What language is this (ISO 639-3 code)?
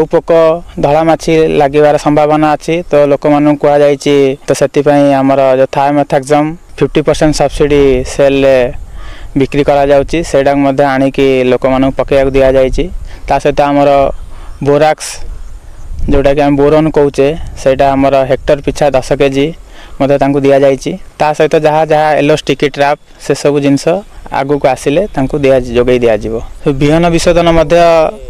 ori